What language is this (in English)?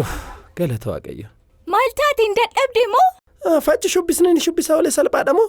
Oromo